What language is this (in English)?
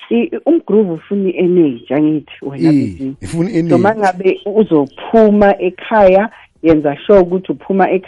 South Ndebele